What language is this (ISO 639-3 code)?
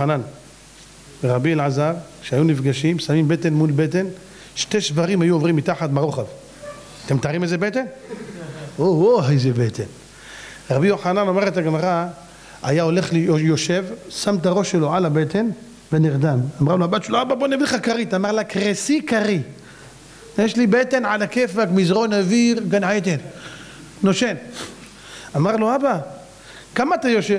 heb